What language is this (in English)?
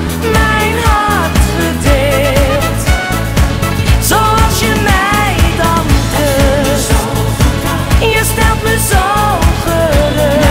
Dutch